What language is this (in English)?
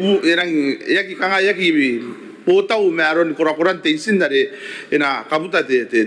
Gilbertese